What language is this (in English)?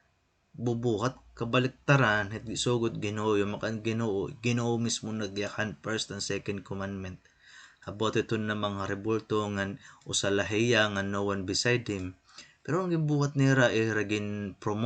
Waray